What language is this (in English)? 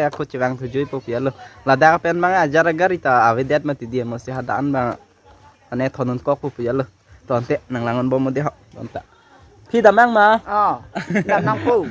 Karbi